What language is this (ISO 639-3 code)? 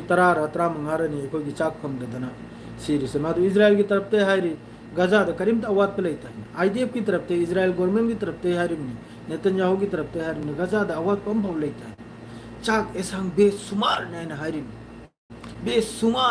mni